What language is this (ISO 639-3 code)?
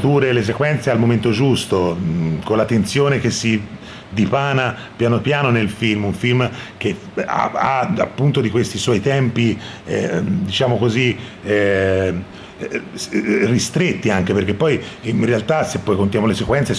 ita